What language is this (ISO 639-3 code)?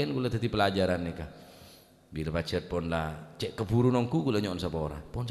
mad